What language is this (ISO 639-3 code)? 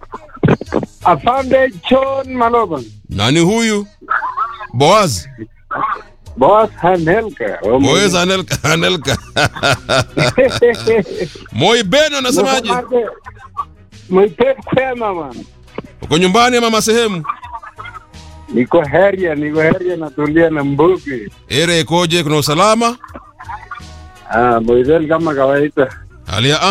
swa